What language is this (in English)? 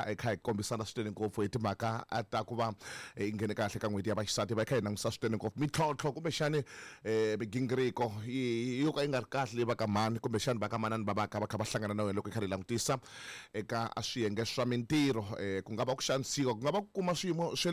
Tsonga